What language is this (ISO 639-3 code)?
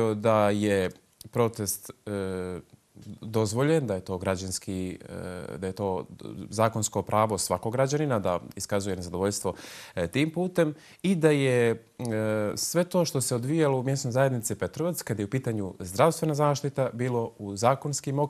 bos